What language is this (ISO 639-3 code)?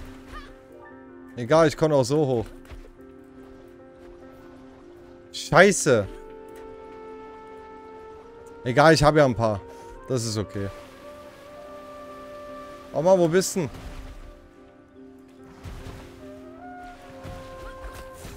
deu